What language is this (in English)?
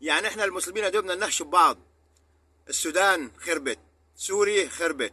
Egyptian Arabic